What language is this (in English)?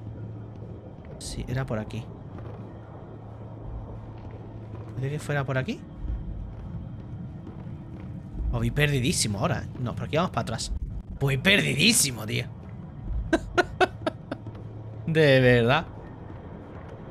Spanish